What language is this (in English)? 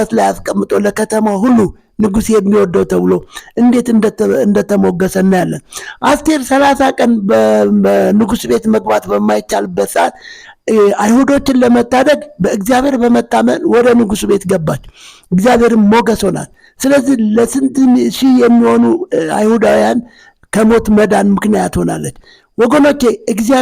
Amharic